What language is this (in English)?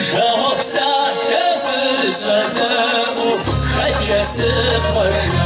Kabardian